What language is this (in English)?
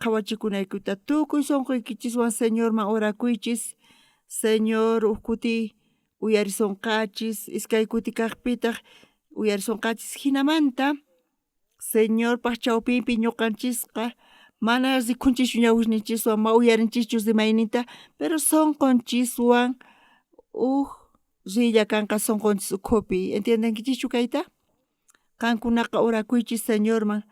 South Bolivian Quechua